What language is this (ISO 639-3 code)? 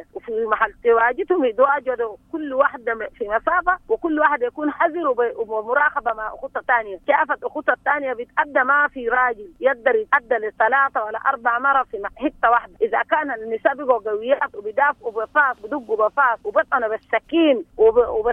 apd